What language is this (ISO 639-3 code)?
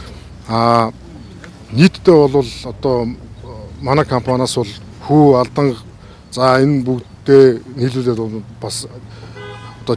mon